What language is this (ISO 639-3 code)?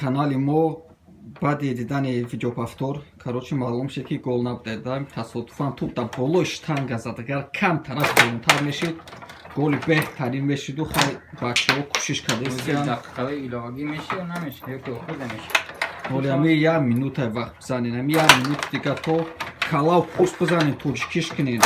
tgk